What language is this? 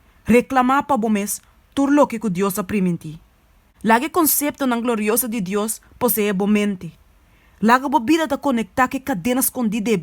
Papiamento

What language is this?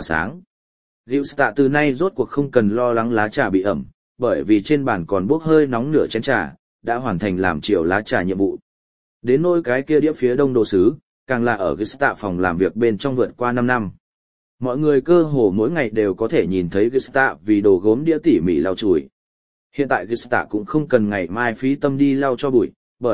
Vietnamese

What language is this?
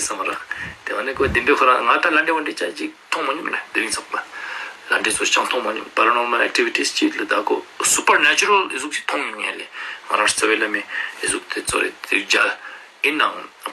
Ladakhi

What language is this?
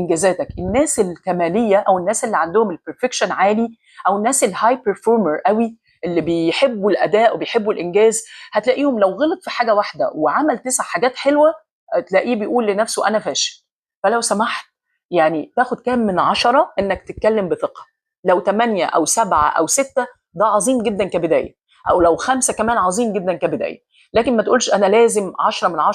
Egyptian Arabic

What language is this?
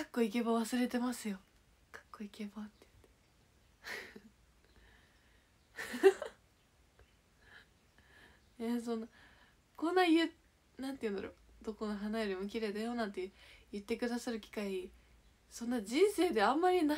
Japanese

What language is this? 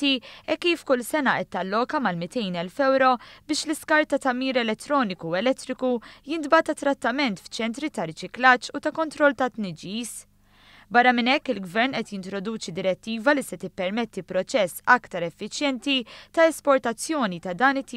Maltese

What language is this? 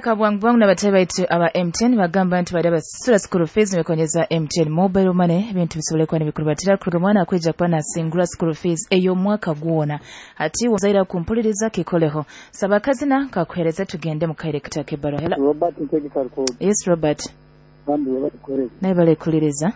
Nyoro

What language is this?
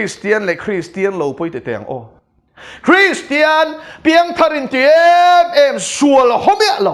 Mizo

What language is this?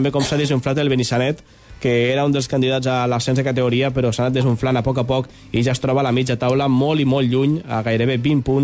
Catalan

